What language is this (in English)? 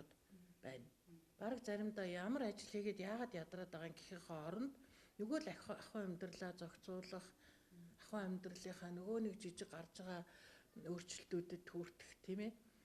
Mongolian